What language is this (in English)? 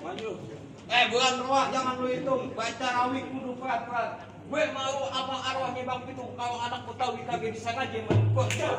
Betawi